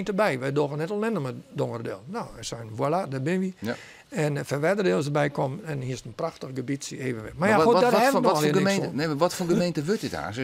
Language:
Western Frisian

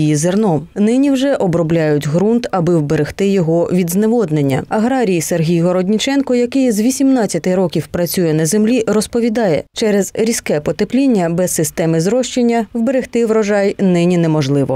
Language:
Ukrainian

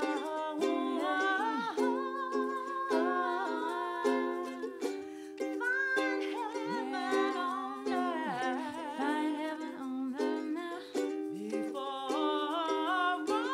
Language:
English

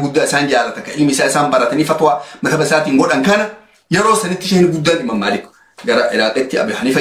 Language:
Oromo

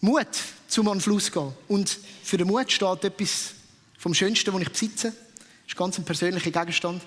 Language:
Swiss German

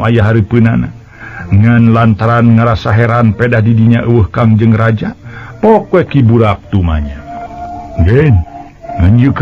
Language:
Sundanese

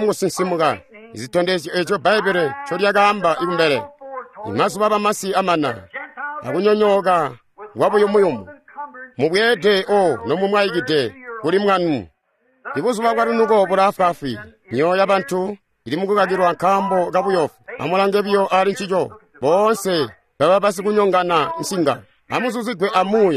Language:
Tonga (Zambia)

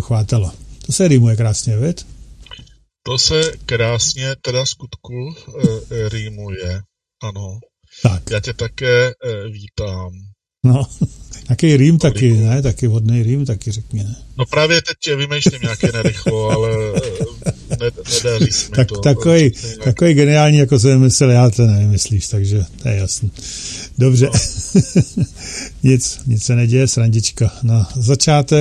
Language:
Czech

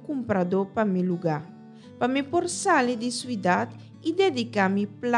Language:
Papiamento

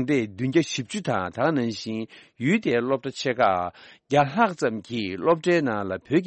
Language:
Tibetan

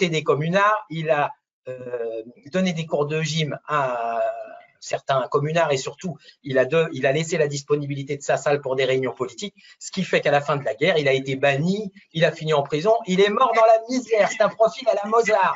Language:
French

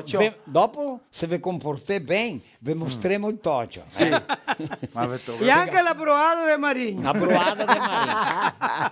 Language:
Venetian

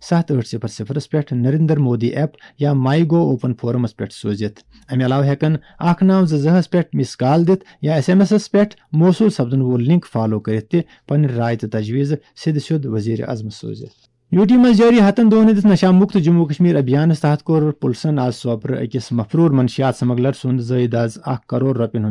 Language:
Kashmiri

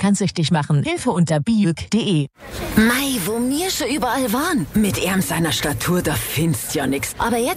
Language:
German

